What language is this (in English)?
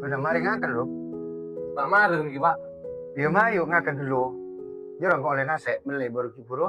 Madurese